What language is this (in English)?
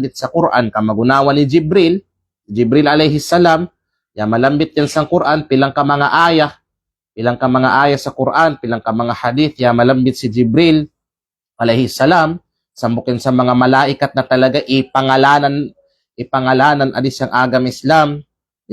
Kalagan